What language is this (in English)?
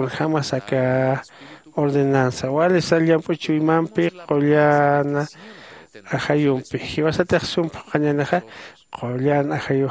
Aymara